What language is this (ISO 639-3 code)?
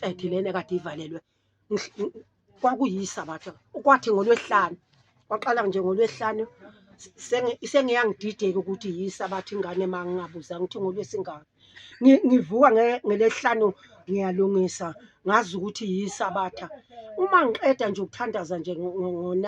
zul